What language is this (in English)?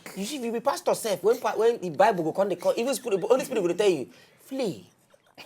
Nigerian Pidgin